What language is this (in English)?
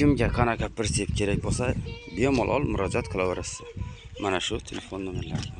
Uzbek